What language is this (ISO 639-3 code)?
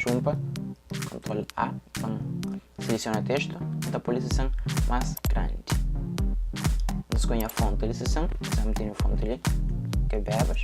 kea